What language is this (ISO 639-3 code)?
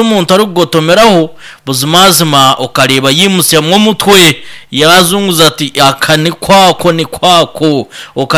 nyn